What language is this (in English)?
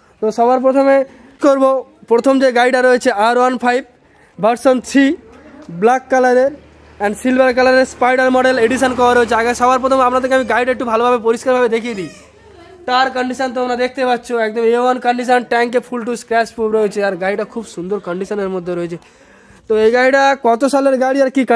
Bangla